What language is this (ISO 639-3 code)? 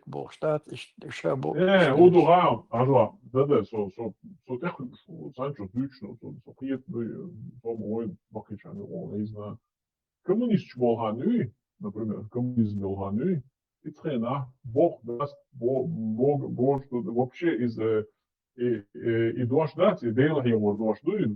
che